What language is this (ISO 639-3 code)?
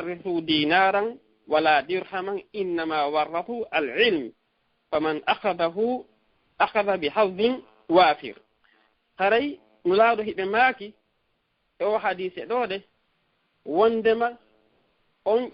ful